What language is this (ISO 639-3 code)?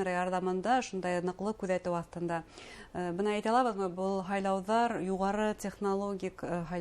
bak